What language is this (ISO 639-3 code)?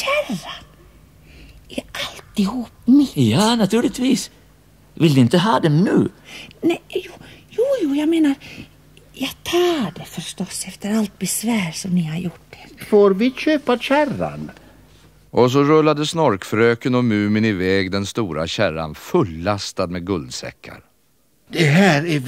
swe